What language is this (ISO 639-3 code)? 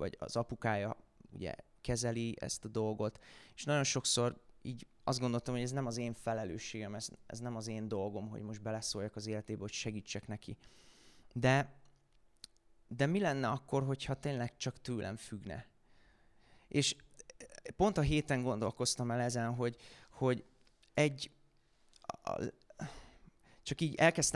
hun